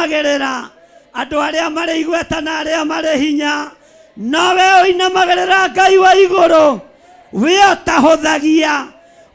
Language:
Kikuyu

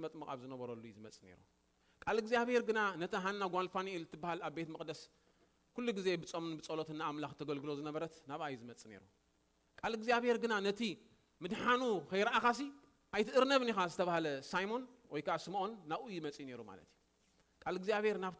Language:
Tigrinya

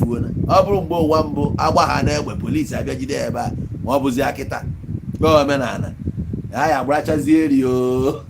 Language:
Igbo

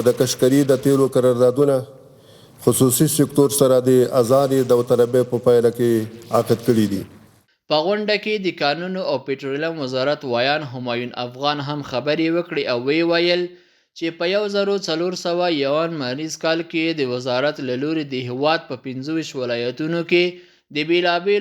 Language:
Pashto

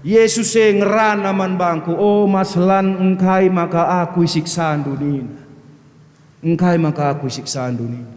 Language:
Batak Karo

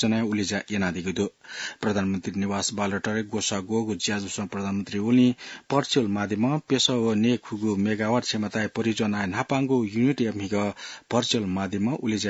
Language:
Newari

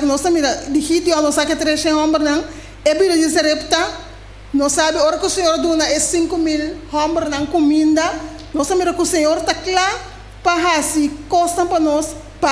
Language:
Papiamento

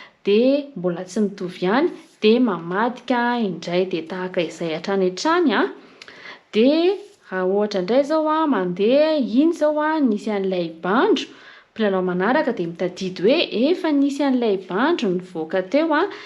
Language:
Malagasy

